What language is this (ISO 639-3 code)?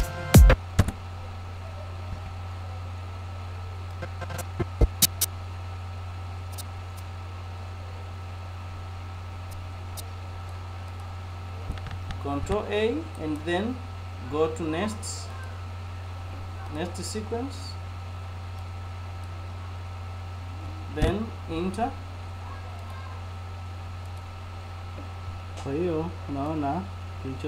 swa